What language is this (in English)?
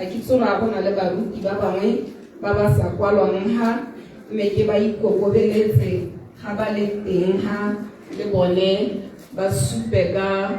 Tswana